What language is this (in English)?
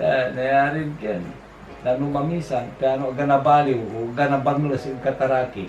Pangasinan